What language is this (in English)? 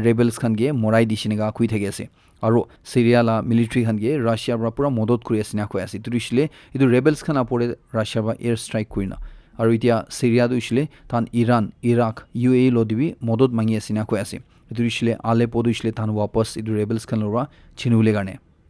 Naga Pidgin